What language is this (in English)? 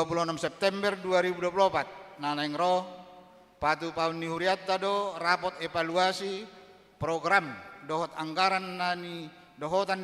Batak Toba